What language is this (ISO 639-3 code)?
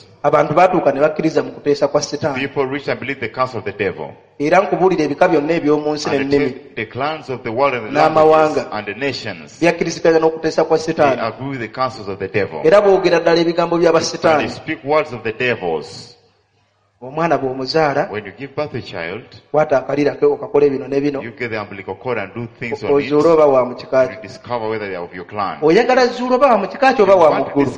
lug